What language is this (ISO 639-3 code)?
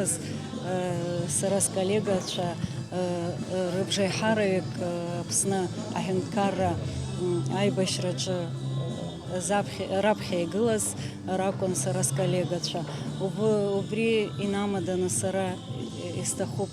abk